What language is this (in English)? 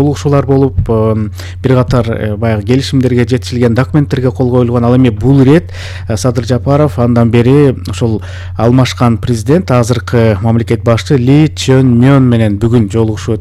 Kyrgyz